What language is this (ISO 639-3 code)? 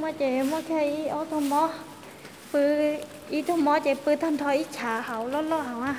hmn